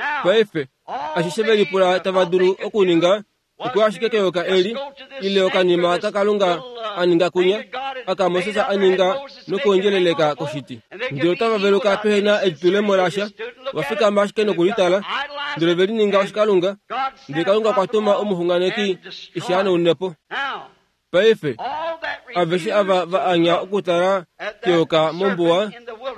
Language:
Kuanyama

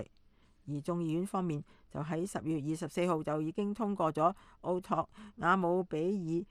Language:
Cantonese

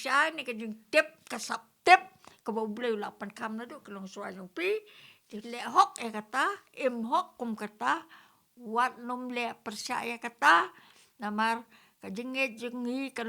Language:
Khasi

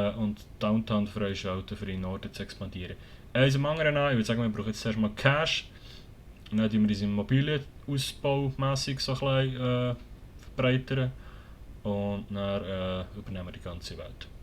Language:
Swiss German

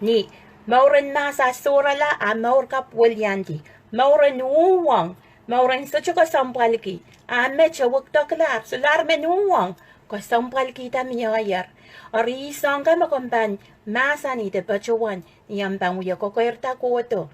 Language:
Pohnpeian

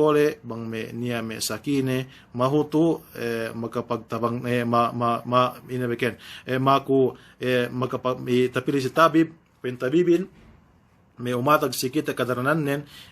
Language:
Yakan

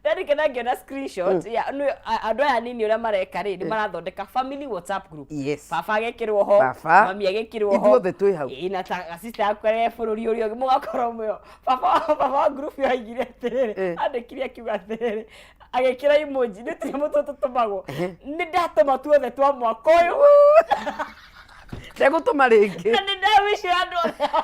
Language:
Kikuyu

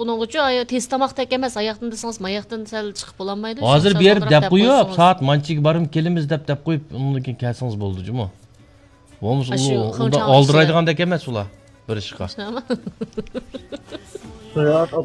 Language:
Uyghur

